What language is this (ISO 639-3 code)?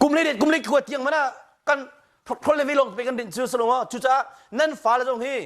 cnh